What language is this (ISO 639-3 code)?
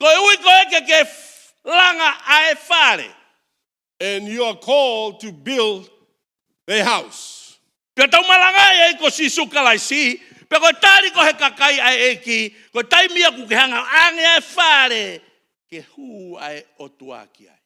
ton